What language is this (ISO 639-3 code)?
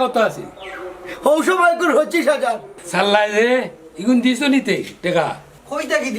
syl